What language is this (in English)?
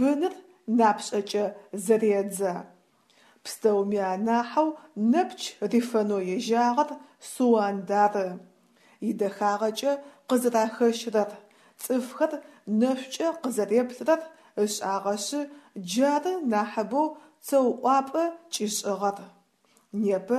Adyghe